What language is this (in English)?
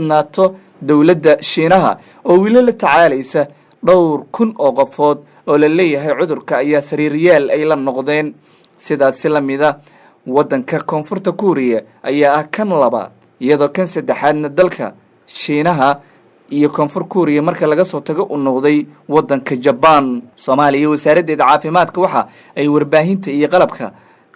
Somali